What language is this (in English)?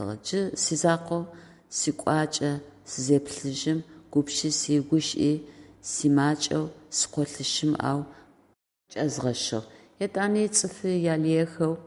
Adyghe